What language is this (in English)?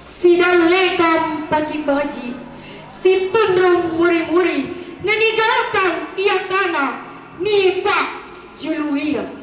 Makasar